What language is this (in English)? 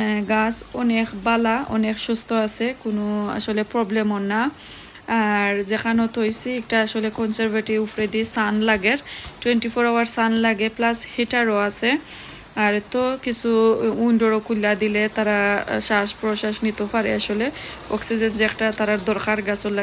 Sylheti